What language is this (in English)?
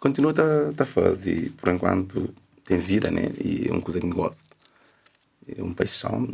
Kabuverdianu